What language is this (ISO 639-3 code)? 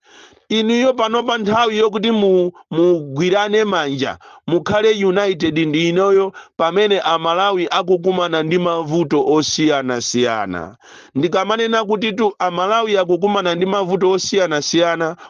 nya